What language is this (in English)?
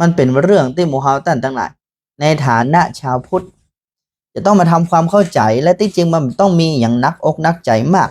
Northern Thai